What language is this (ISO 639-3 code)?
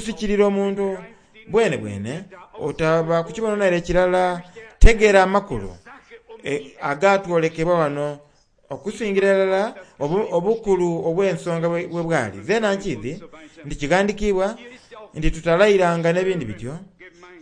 xog